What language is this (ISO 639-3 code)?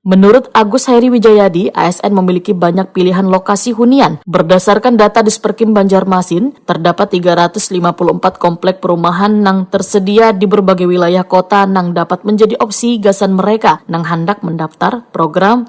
bjn